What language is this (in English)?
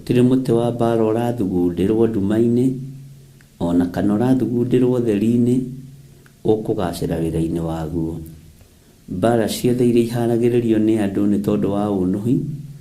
Kikuyu